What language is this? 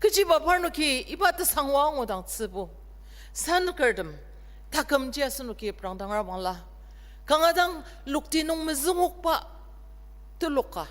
Ao Naga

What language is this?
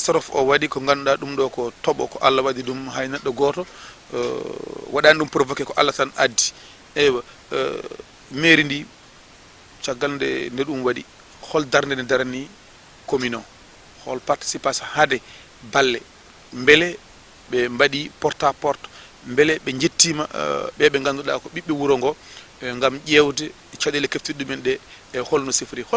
Fula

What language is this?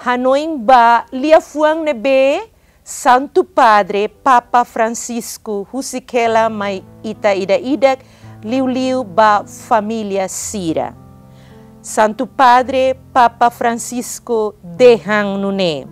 Tetum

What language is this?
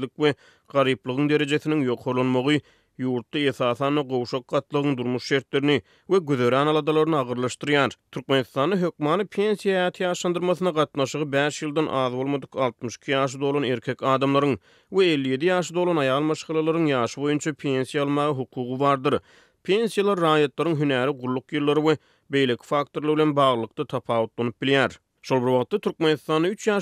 Turkmen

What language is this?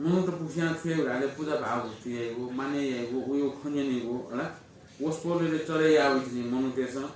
Newari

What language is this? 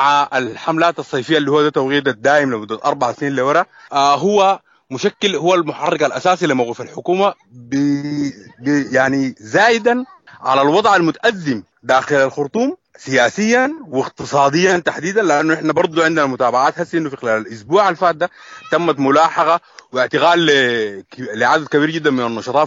Sudanese Arabic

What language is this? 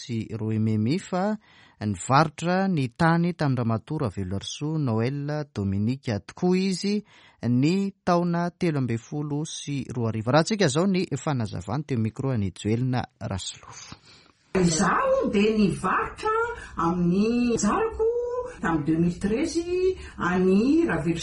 Malagasy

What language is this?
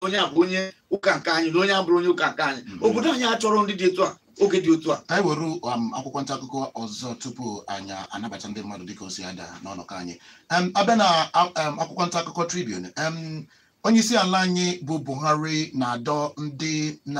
Igbo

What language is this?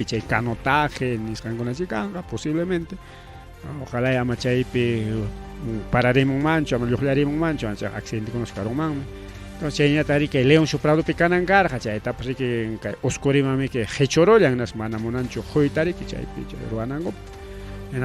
Ayacucho Quechua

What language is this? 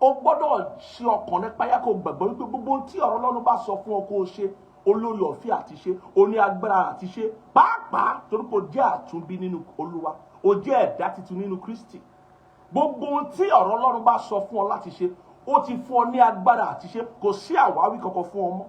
Yoruba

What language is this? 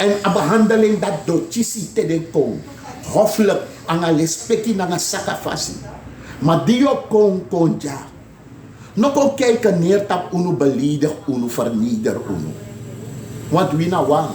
Sranan Tongo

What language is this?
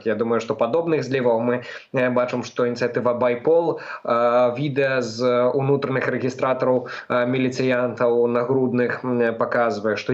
Belarusian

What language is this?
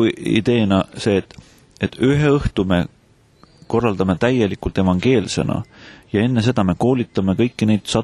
Estonian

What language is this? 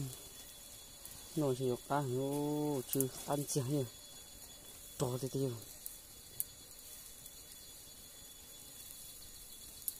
Vietnamese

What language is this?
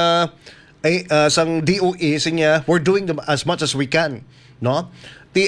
Hiligaynon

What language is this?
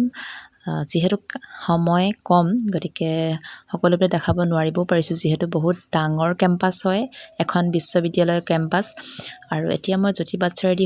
Assamese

